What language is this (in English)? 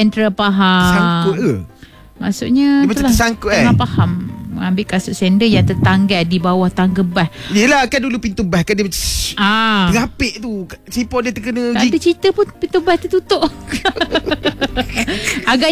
Malay